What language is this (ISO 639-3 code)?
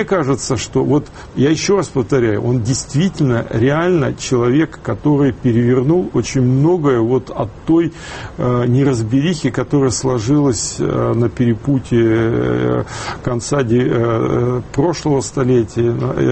rus